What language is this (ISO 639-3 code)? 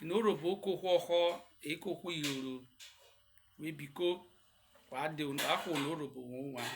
urh